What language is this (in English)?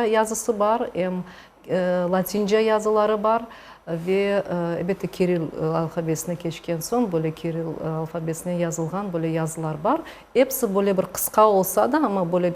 Crimean Tatar